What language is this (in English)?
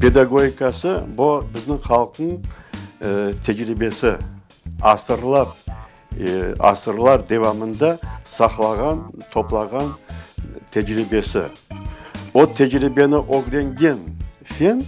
Crimean Tatar